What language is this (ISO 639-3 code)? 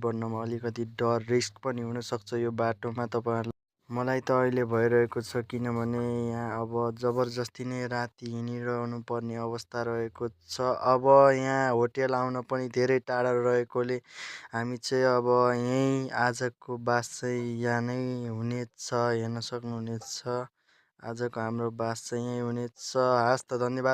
nep